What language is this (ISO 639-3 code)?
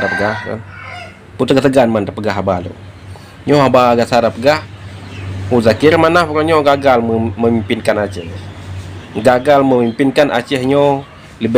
ace